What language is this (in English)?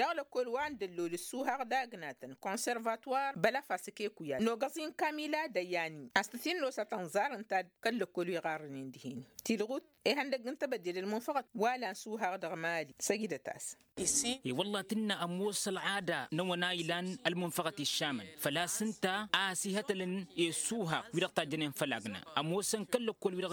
Tamasheq